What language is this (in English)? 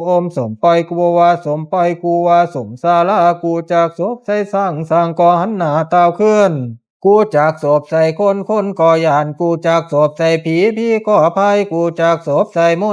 Pali